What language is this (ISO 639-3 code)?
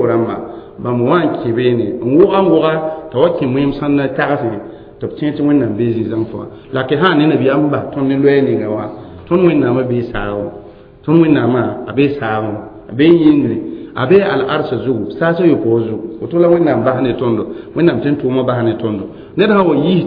mos